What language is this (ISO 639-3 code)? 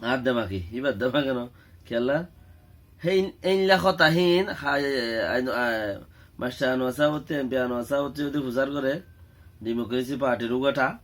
rhg